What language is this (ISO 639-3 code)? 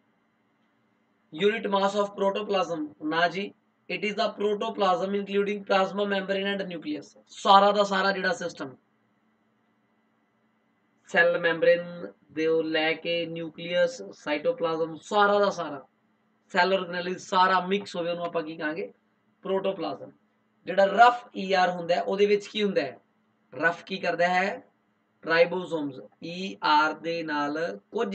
pan